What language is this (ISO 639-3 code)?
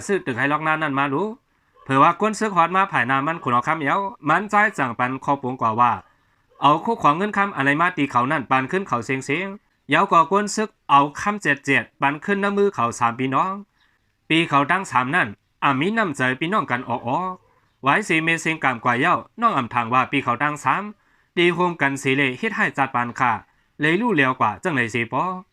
shn